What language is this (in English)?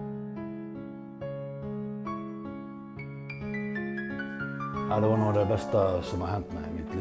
Swedish